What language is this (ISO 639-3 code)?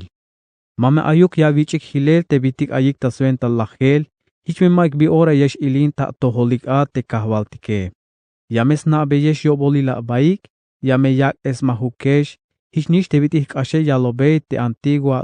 tzh